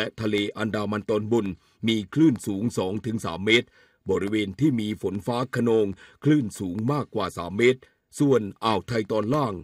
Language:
Thai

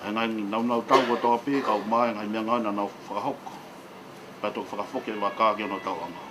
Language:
Tongan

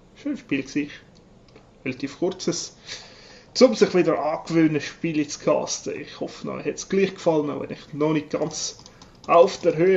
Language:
Swiss German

